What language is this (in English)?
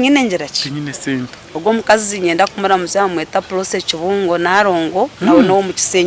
Nyankole